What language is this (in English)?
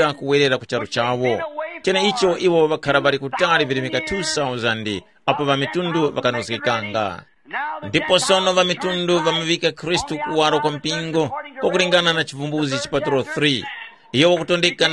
Tumbuka